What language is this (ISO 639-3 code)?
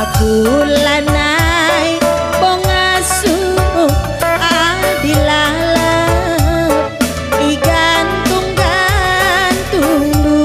btx